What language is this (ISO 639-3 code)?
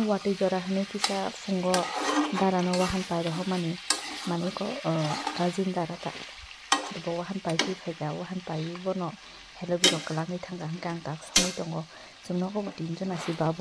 trp